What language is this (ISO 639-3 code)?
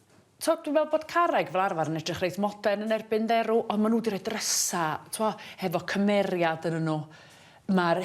cym